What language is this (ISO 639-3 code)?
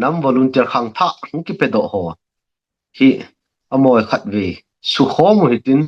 tcz